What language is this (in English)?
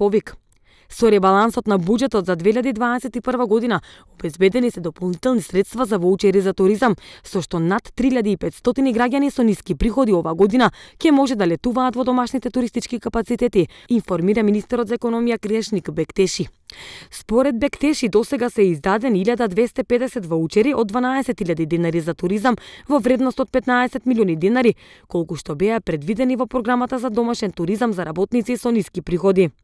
Macedonian